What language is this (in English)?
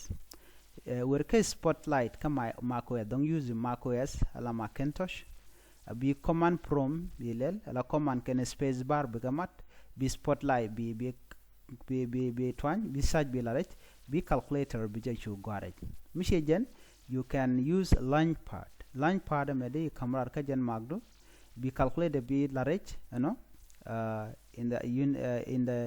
Nuer